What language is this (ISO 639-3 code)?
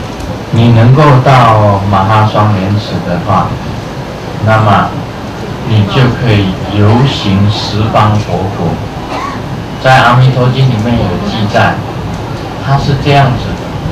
zho